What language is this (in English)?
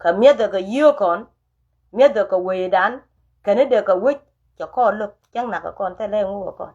Nuer